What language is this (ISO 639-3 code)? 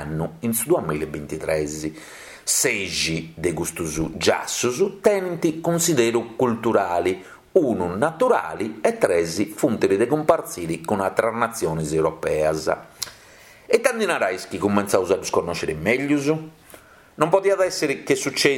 srd